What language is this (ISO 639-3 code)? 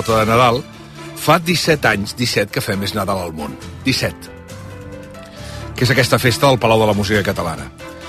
cat